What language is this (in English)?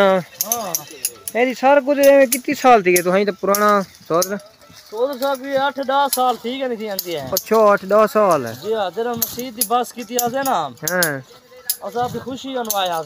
Saraiki